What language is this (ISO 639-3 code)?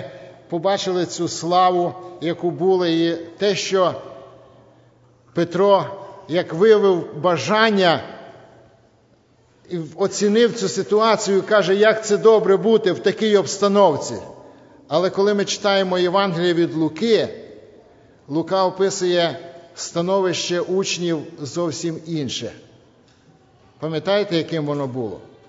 ukr